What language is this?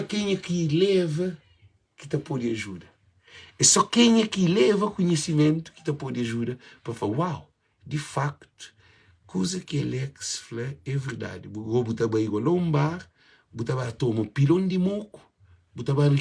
Kabuverdianu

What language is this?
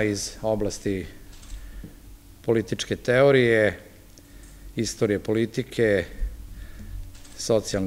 Serbian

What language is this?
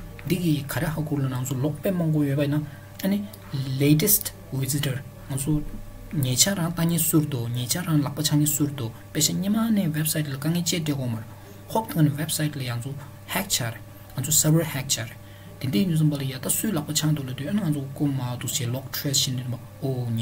Tibetan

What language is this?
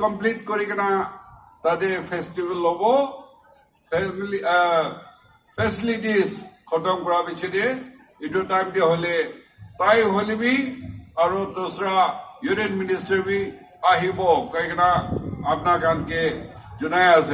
Naga Pidgin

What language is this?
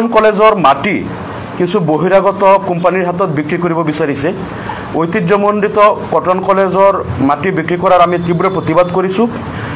Assamese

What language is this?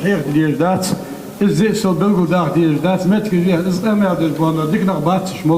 Ingush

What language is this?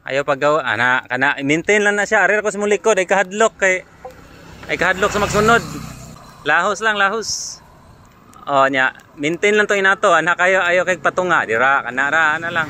Cebuano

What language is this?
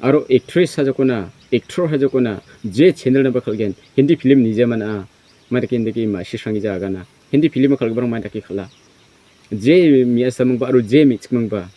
Garo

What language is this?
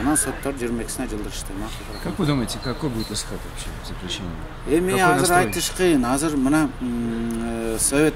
Kyrgyz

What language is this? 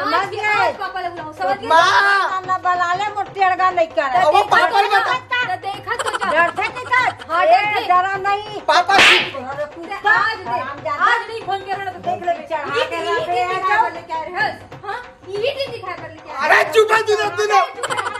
Chhattisgarhi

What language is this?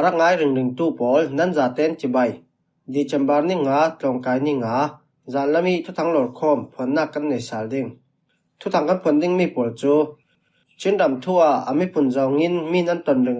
Falam Chin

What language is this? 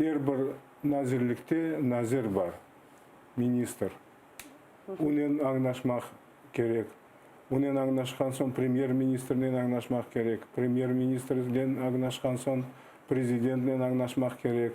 Crimean Tatar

